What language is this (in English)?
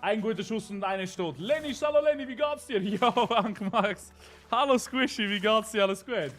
Swiss German